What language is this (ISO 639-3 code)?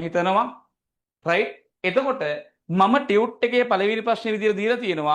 sin